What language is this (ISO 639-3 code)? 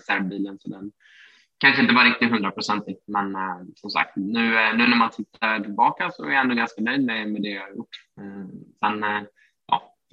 swe